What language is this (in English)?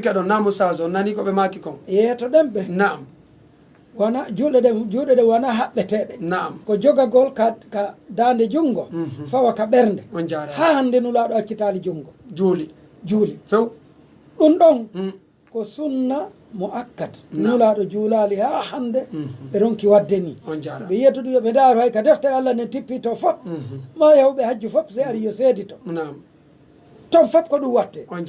Pular